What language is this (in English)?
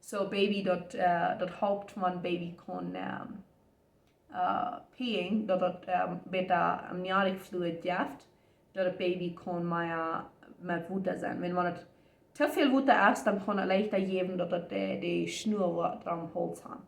Plautdietsch